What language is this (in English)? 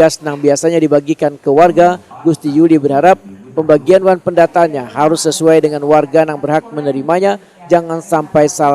Banjar